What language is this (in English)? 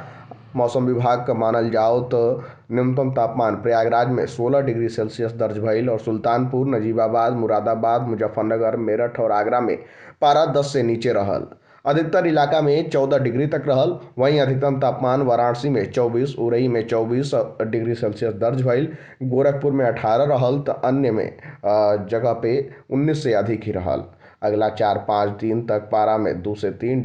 Bhojpuri